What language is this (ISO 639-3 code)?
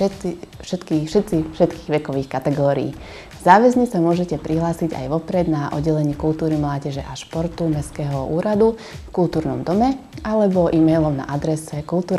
slk